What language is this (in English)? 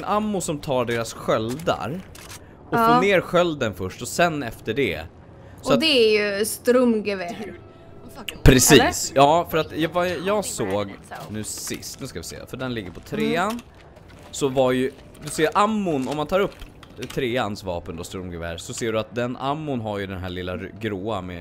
Swedish